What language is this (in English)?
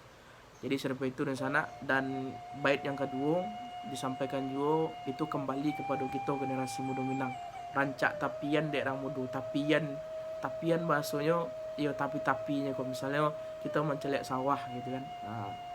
Minangkabau